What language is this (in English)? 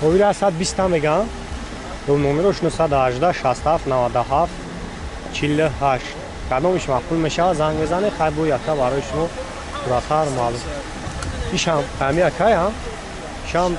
Tajik